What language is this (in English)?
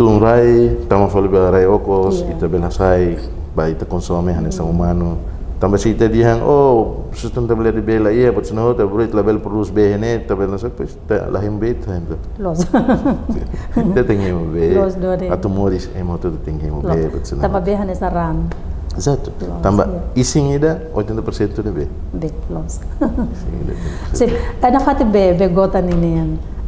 Tetum